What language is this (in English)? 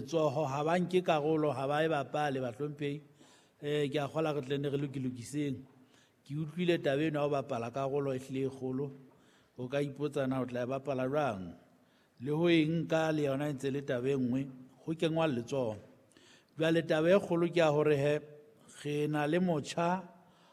Southern Sotho